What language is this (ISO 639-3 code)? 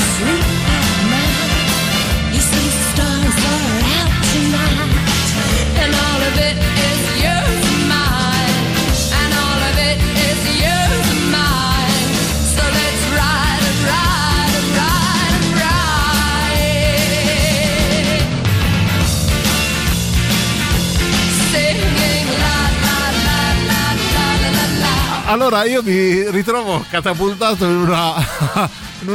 ita